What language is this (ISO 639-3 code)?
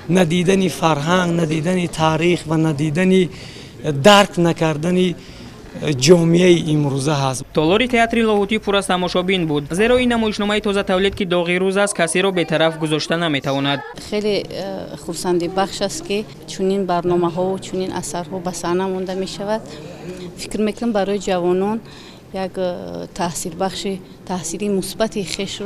tgk